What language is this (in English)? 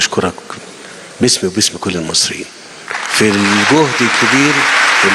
Egyptian Arabic